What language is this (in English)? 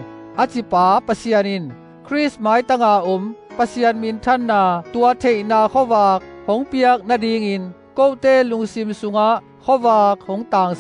Tedim Chin